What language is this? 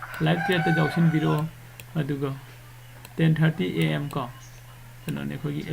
Manipuri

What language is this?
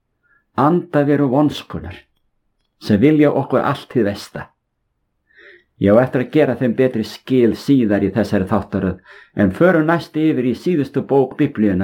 Icelandic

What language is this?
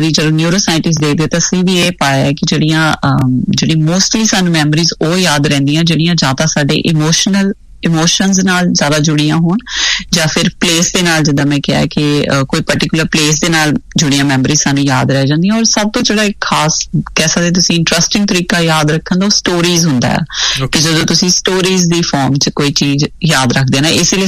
Punjabi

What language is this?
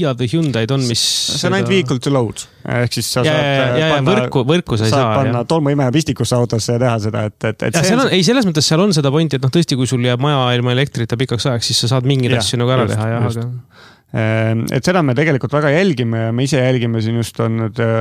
Estonian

